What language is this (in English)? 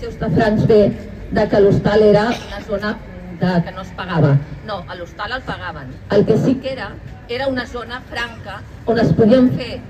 Catalan